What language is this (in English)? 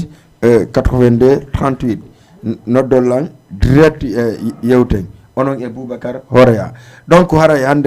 Fula